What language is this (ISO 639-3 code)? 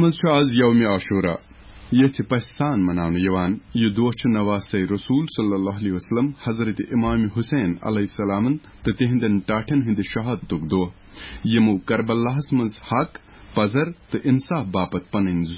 kas